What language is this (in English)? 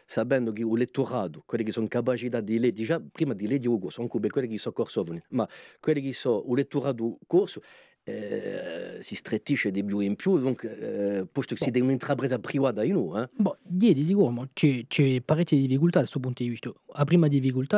Corsican